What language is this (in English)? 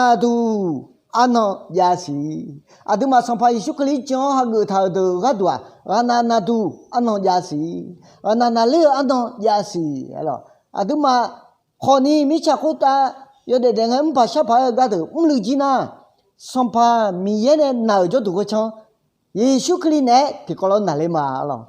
Akha